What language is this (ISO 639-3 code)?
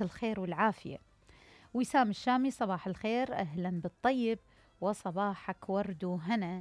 acm